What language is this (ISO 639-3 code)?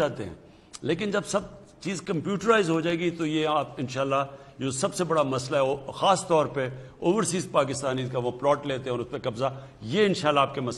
urd